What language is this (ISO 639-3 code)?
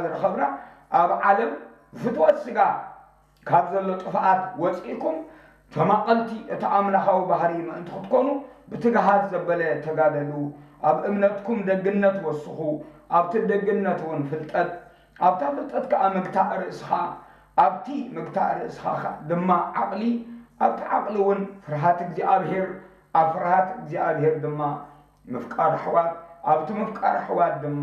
tir